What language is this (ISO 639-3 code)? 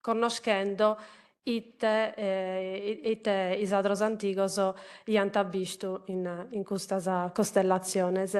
srd